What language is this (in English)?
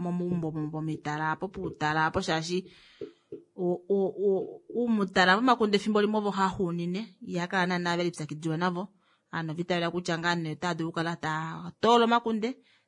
Kuanyama